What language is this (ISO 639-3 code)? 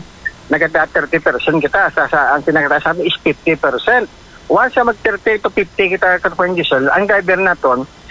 hil